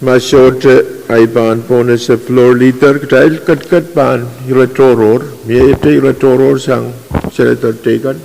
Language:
Pohnpeian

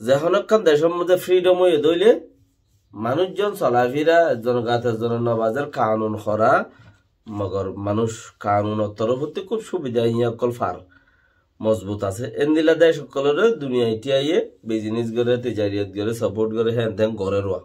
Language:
Rohingya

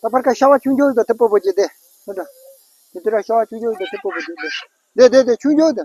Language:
Tibetan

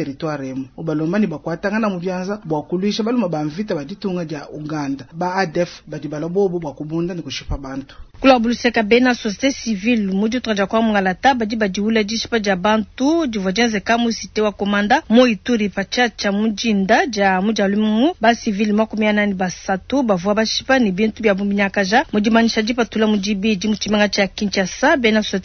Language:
Luba-Lulua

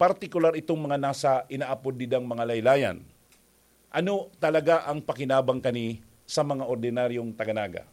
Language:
Bikol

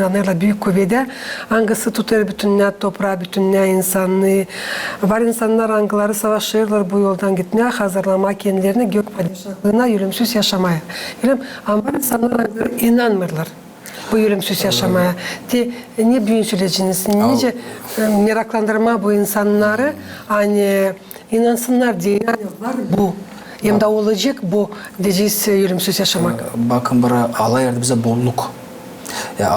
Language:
Gagauz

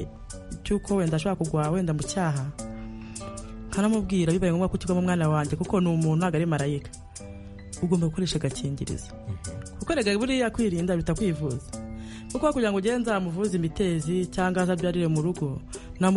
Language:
Kinyarwanda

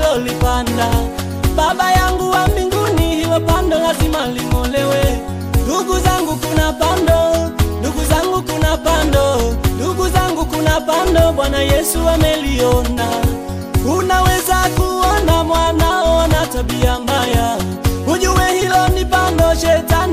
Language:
Swahili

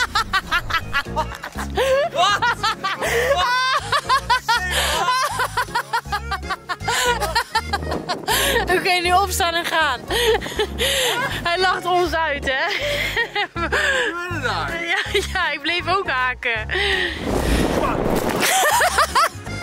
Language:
Dutch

